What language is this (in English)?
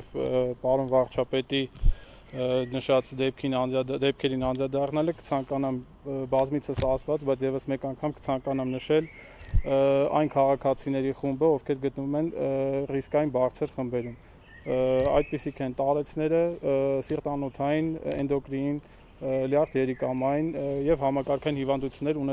Armenian